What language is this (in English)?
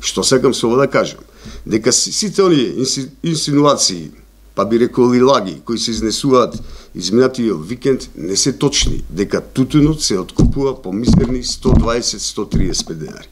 Macedonian